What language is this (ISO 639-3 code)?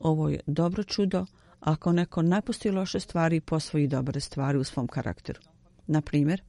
bos